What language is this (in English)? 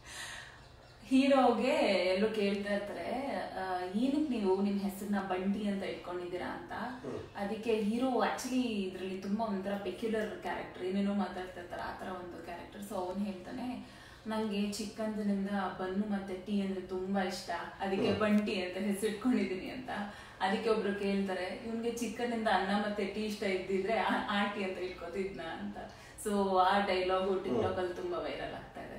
Kannada